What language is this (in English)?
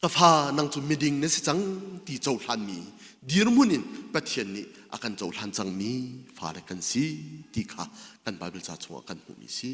Hakha Chin